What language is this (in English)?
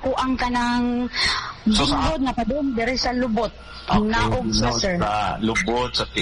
Cebuano